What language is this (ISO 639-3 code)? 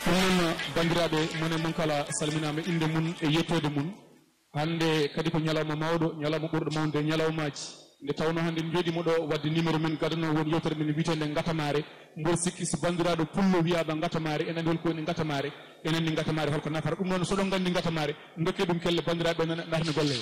ful